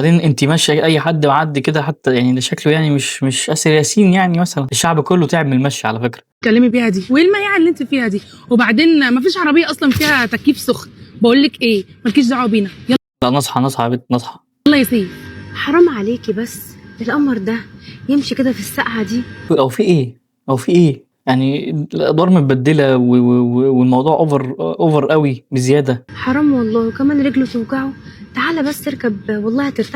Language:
Egyptian Arabic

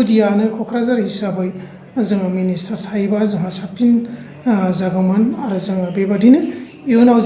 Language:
Bodo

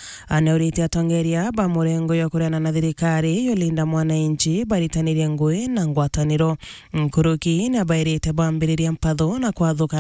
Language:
Meru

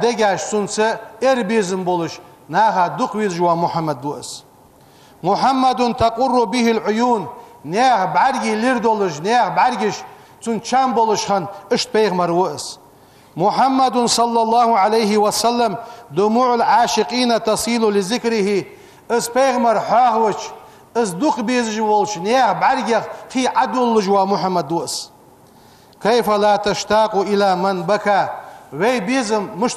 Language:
Ingush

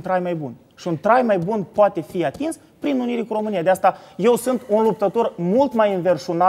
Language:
Romanian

